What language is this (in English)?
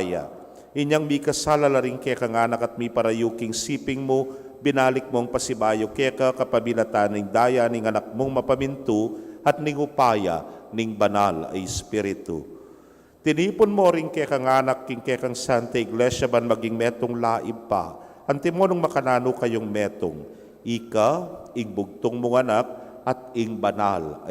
Pampanga